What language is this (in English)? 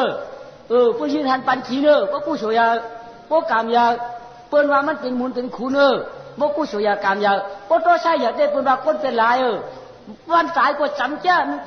Shan